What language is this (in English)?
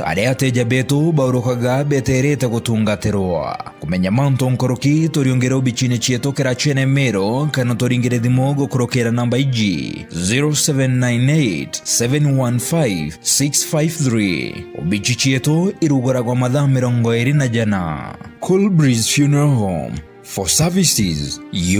Meru